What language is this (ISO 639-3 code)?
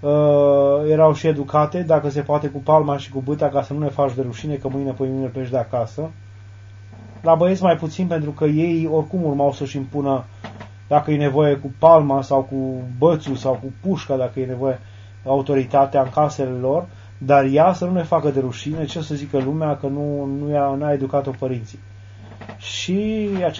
ron